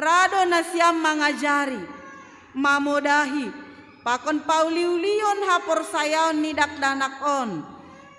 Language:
Batak Simalungun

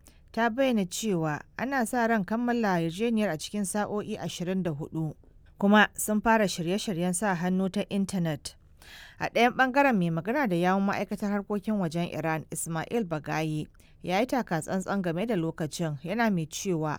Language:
Hausa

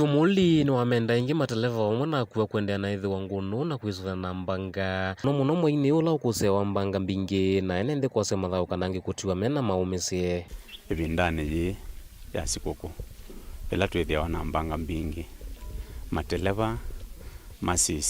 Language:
Kamba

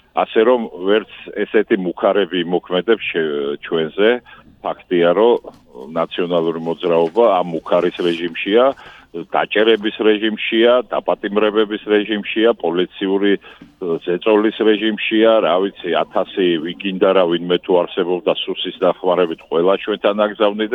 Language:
Georgian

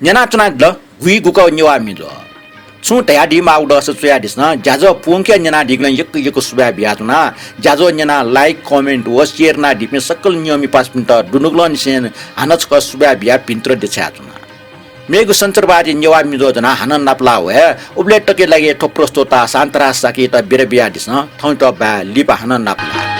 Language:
Newari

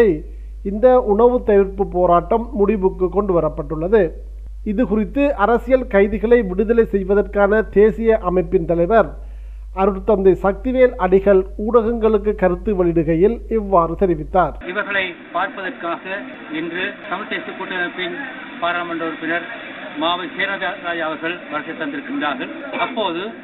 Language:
Tamil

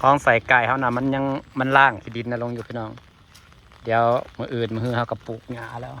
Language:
Northeastern Thai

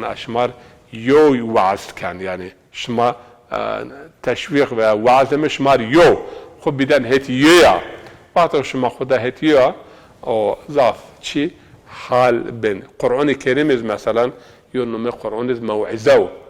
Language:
Zaza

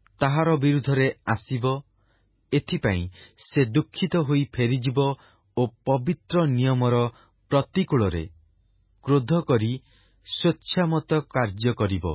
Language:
Odia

